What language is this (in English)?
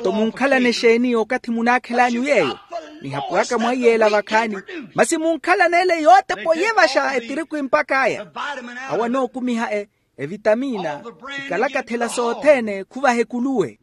Makhuwa